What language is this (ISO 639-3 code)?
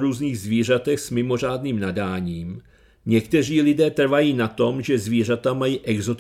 ces